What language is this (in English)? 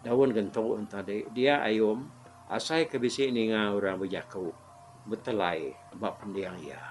Iban